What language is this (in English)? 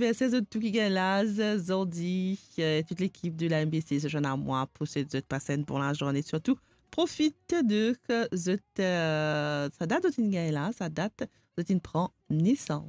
Morisyen